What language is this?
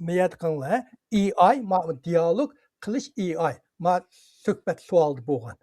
Uyghur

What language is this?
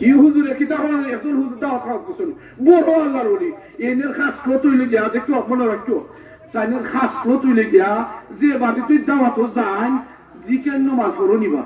Sylheti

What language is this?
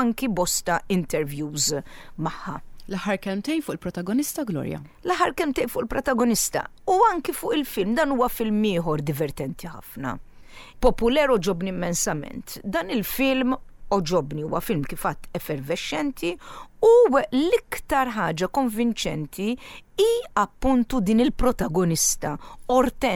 Maltese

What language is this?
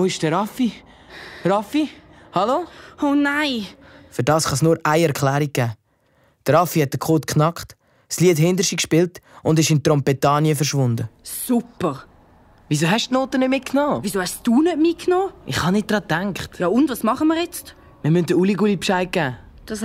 Swiss German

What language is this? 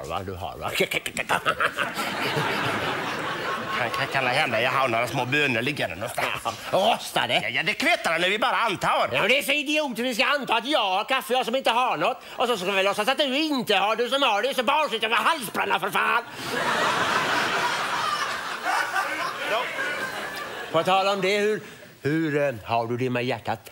Swedish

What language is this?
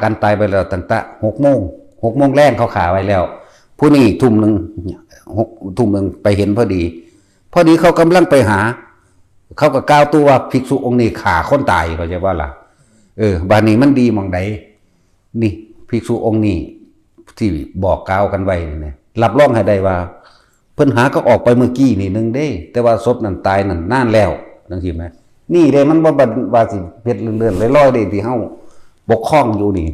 Lao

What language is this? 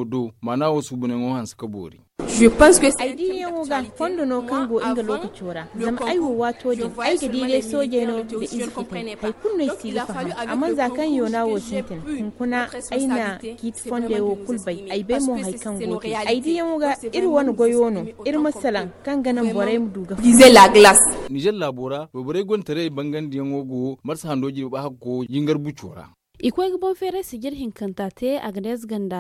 Zarma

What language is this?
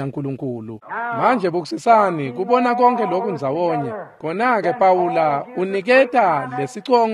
Swati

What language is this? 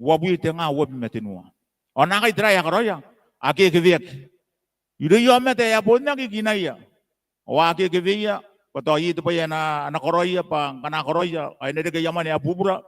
Gilbertese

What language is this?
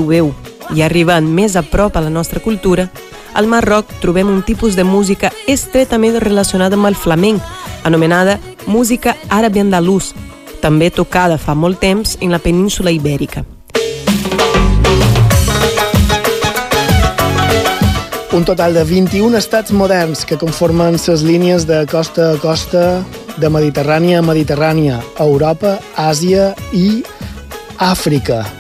Catalan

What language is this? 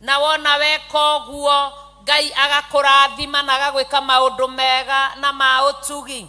Kikuyu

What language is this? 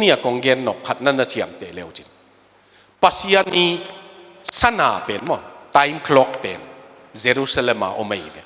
Tedim Chin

